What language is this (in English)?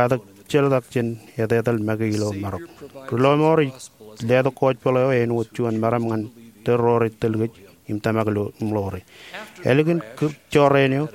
Marshallese